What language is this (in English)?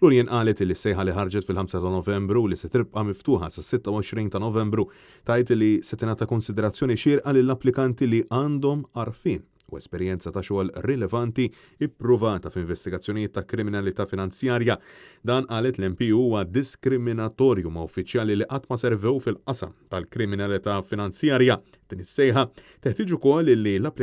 Maltese